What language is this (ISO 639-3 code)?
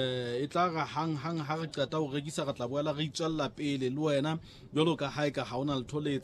sot